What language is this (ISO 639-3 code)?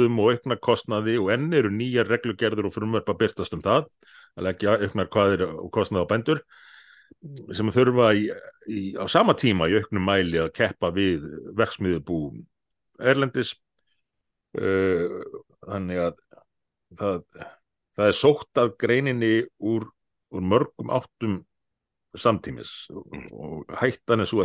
isl